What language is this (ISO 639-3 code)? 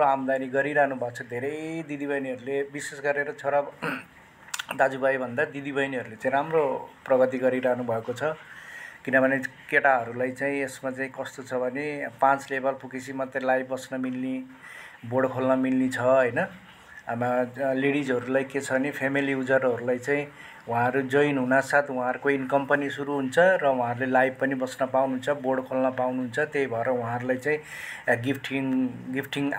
nep